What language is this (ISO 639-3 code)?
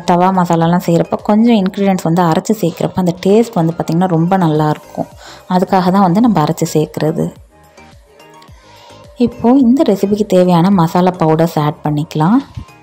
tam